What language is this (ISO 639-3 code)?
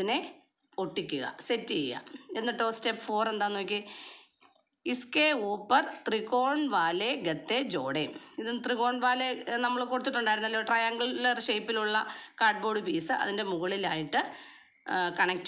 mal